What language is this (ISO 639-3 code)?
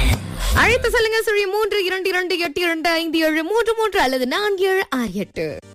tam